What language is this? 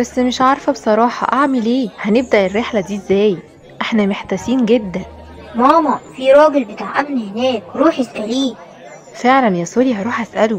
Egyptian Arabic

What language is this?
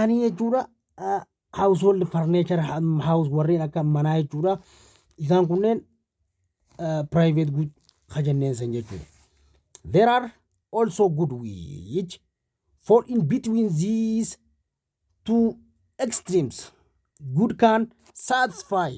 Oromo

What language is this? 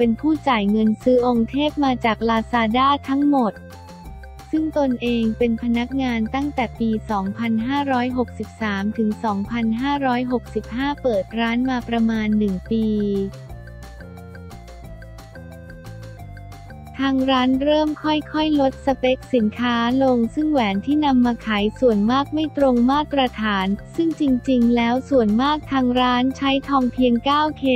Thai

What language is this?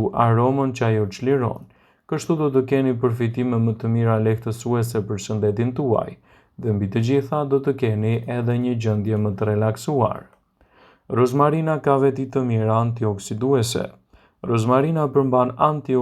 Albanian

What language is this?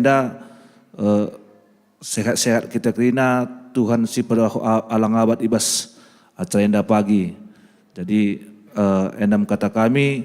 Batak Karo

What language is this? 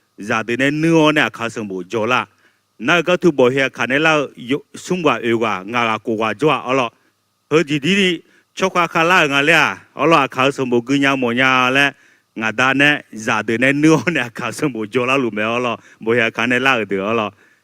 Akha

